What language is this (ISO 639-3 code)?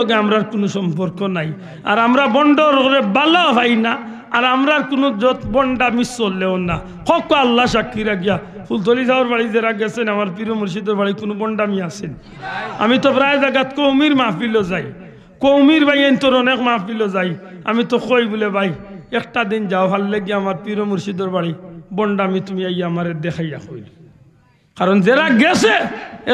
syl